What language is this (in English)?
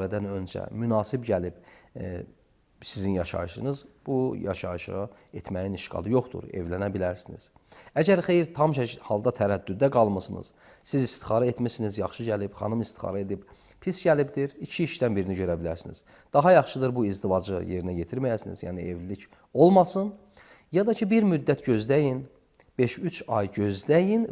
Azerbaijani